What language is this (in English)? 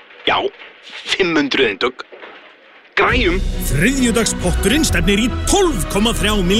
Icelandic